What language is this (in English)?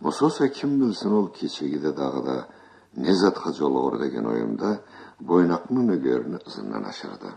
Karachay-Balkar